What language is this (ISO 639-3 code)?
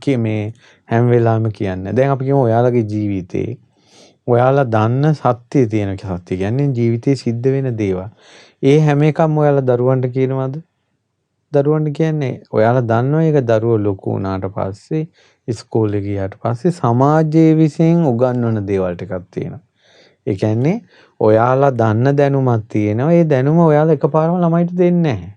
sin